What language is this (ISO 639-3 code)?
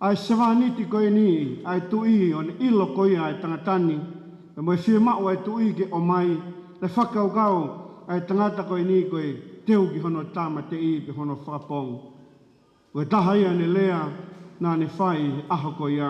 ton